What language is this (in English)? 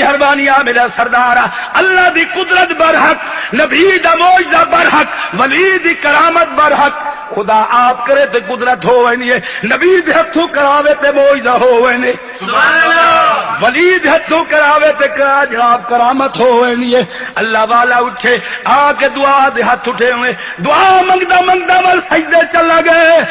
Saraiki